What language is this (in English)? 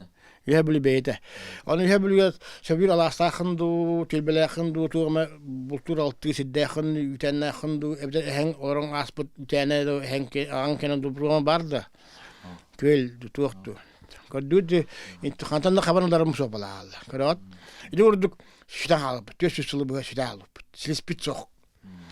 Yakut